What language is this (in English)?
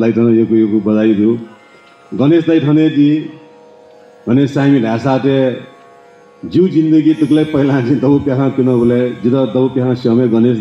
Newari